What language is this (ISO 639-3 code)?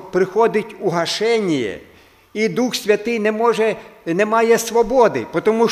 ukr